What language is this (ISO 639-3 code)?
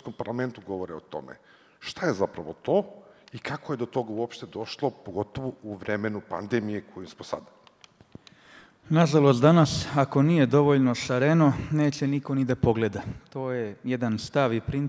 srp